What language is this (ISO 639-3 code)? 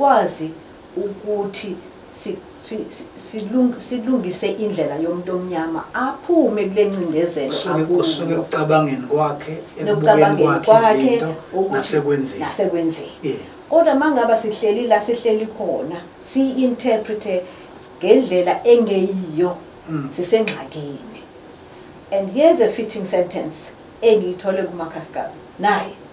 zul